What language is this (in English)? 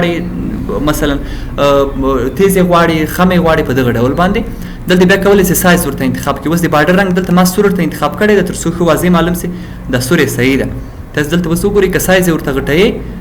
Pashto